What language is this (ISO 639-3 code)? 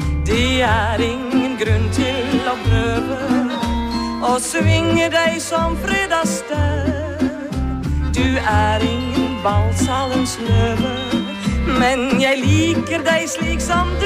nor